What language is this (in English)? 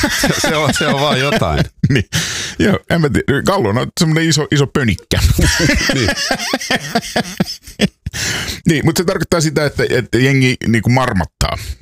Finnish